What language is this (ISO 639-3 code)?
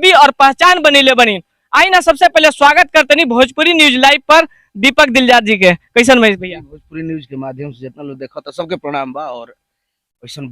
bho